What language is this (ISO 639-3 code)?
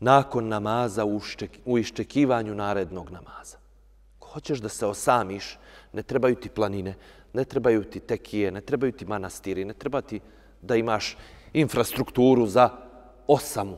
bos